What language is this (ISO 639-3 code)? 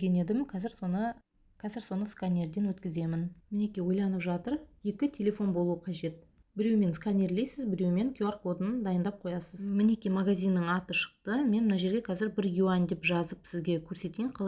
kaz